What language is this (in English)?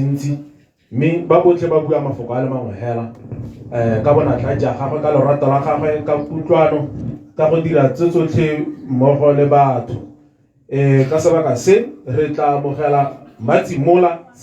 Tswana